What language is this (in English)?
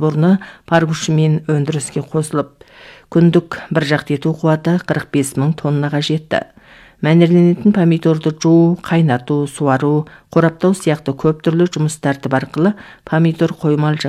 Kazakh